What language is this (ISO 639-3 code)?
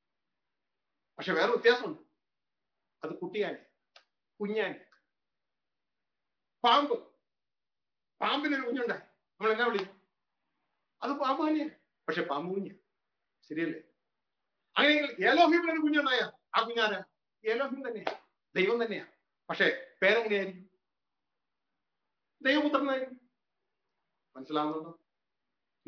mal